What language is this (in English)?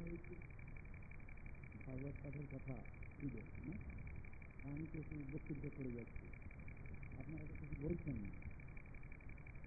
Bangla